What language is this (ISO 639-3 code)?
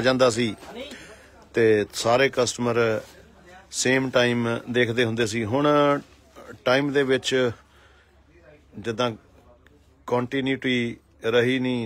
pan